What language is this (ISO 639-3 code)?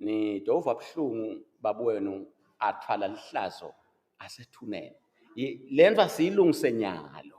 ssw